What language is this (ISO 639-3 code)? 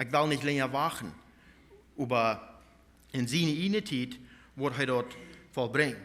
pdt